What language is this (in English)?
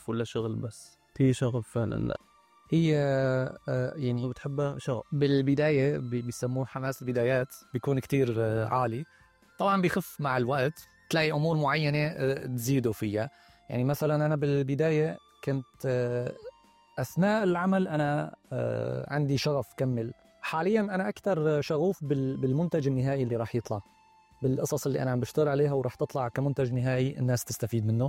North Levantine Arabic